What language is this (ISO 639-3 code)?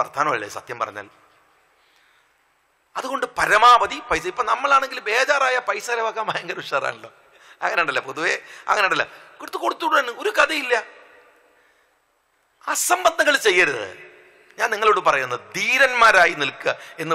mal